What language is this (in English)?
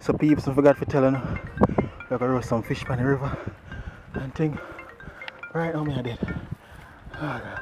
Jamaican Creole English